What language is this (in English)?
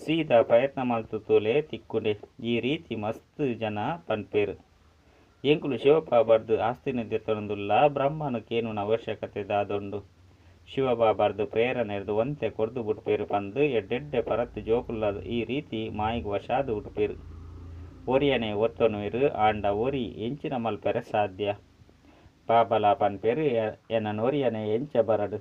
Tulu